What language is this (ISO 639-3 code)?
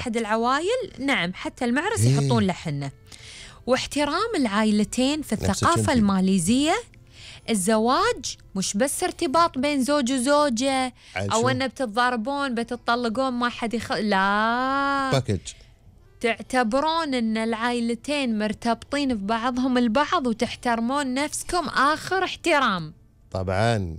afb